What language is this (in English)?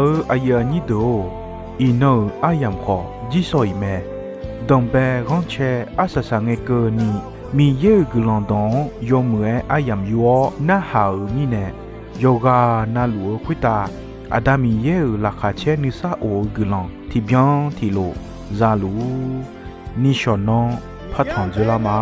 Akha